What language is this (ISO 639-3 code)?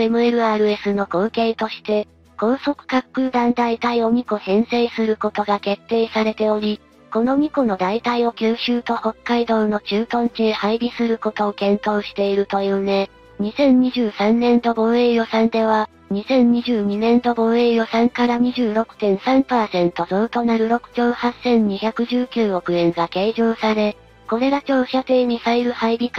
jpn